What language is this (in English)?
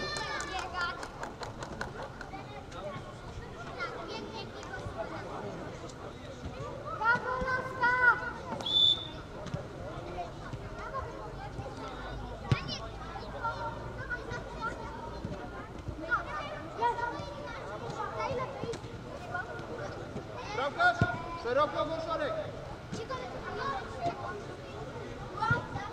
Polish